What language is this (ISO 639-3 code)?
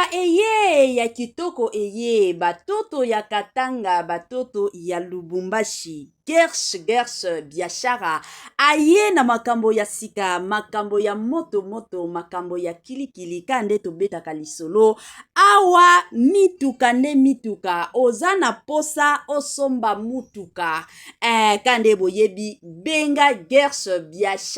lin